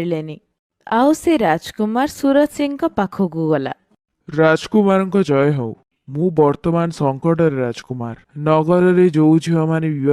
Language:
Odia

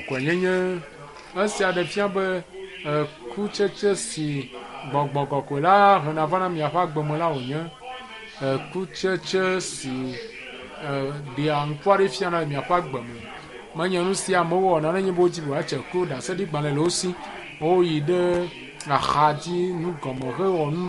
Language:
Ewe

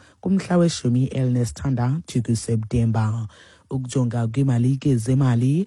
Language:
Xhosa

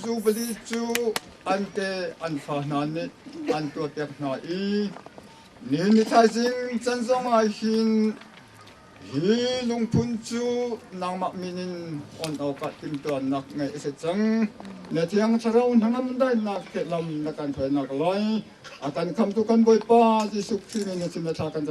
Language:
Hakha Chin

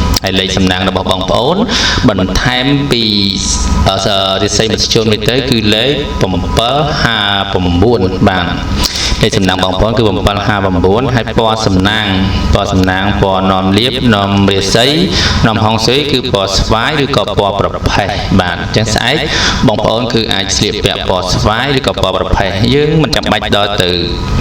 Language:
Khmer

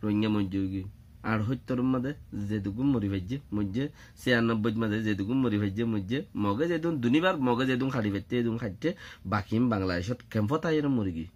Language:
Rohingya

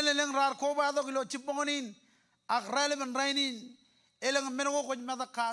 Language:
Marshallese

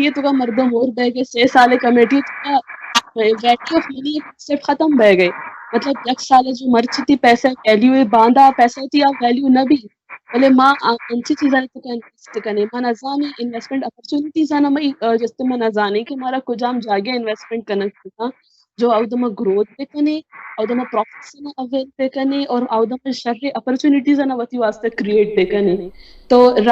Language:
Baluchi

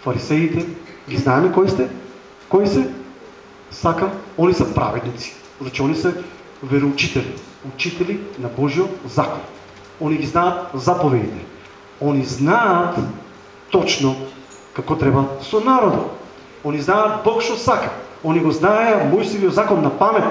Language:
Macedonian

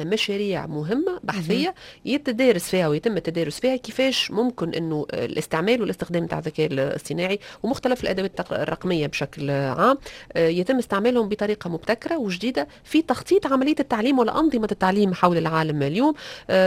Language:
Tunisian Arabic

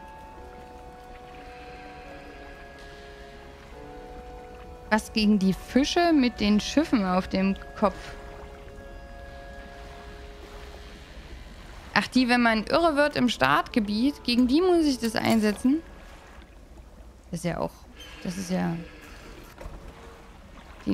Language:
German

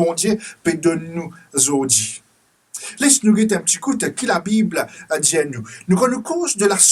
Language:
Morisyen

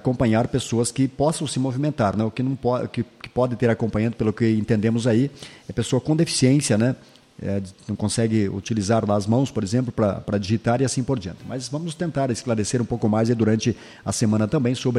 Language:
Portuguese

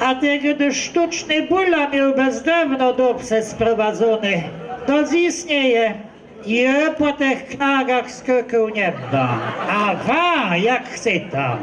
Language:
Kashubian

